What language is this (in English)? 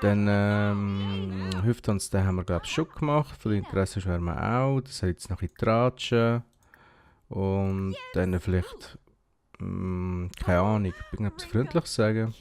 Swiss German